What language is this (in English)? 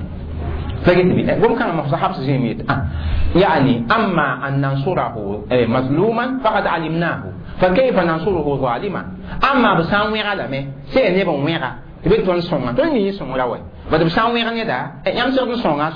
Mossi